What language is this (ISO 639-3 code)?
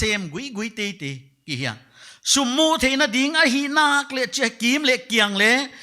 pck